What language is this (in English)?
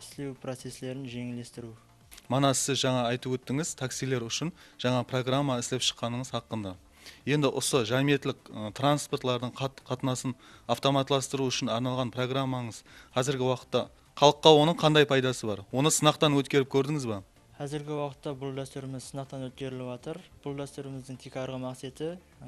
Kara-Kalpak